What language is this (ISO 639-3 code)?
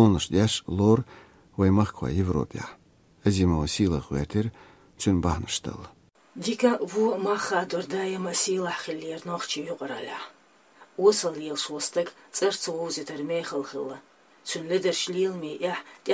che